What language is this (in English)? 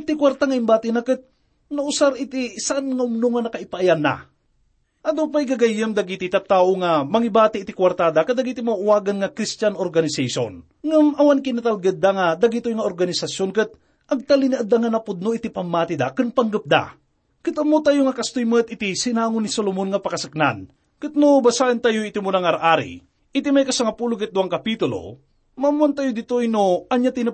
Iloko